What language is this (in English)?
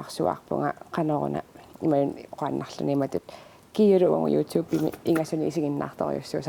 Kalaallisut